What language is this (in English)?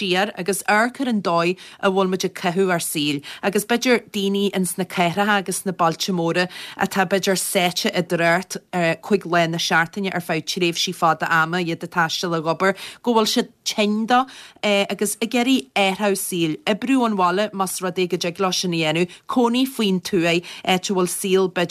Irish